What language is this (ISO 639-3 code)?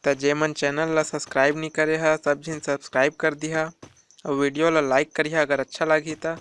hne